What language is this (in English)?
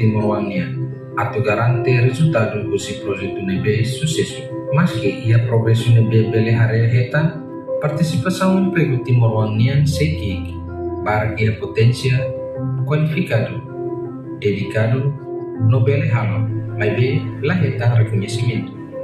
Tetum